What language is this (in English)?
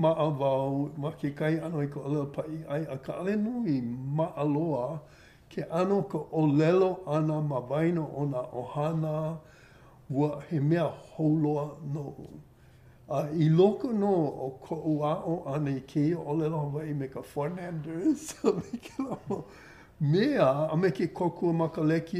Hawaiian